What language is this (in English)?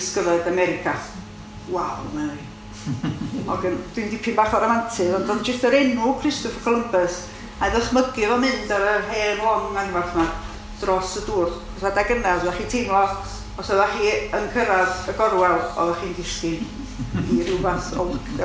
Welsh